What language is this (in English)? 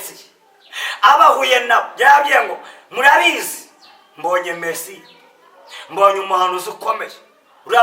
Kinyarwanda